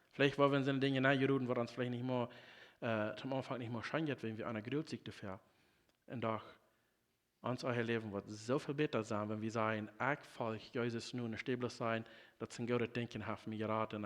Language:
Plautdietsch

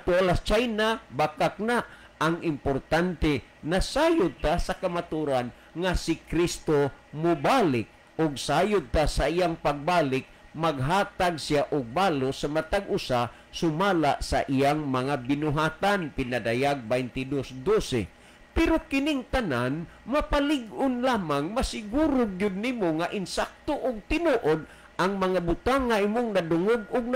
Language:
Cebuano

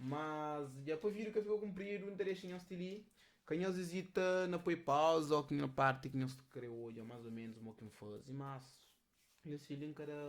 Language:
Kabuverdianu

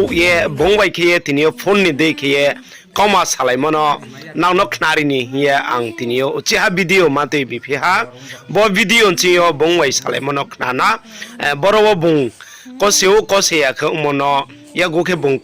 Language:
Riang (India)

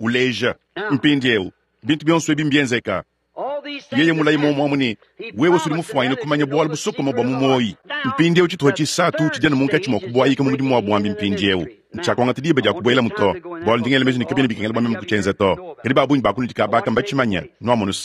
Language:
Luba-Lulua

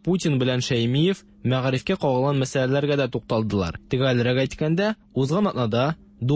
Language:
Tatar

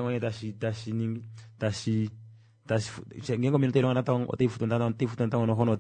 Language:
Kuanyama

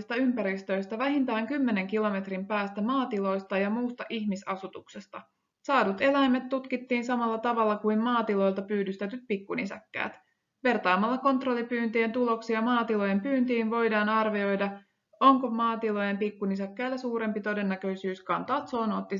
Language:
Finnish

